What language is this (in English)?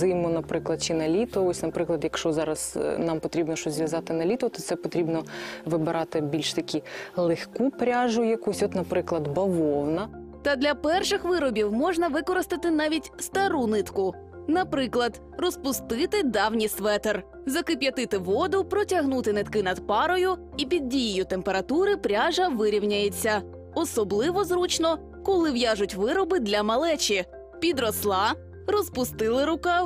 Ukrainian